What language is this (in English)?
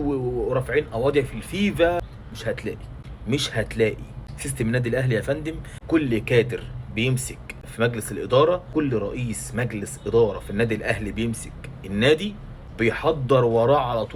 Egyptian Arabic